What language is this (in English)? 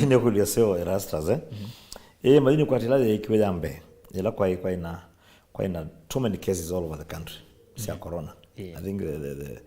Kamba